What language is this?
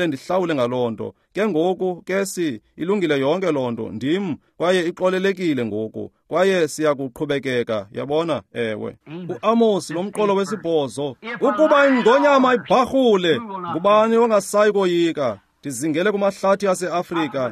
Xhosa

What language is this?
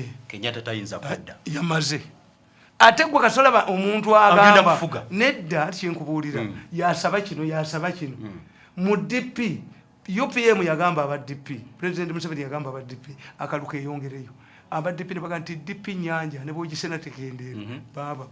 Ganda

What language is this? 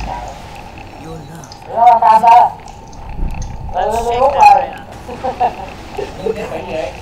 Vietnamese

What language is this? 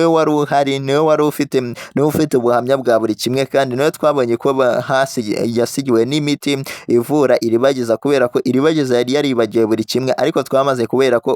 Kinyarwanda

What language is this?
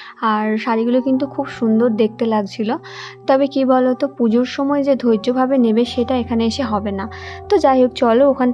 Bangla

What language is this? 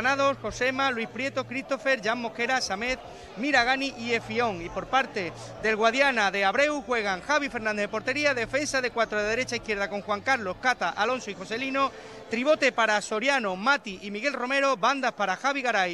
Spanish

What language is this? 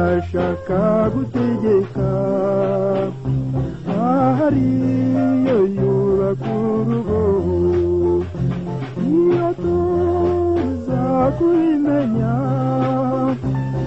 Kinyarwanda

